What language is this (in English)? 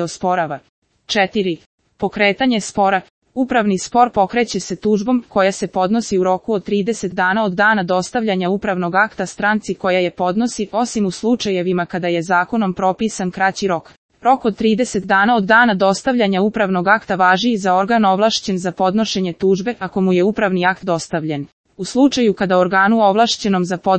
Serbian